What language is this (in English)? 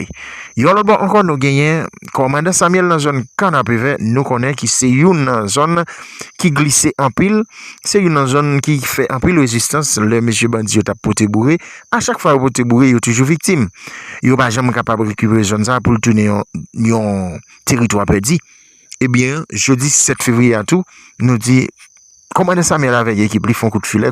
Haitian Creole